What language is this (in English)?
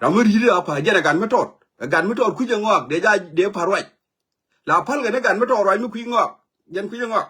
Nuer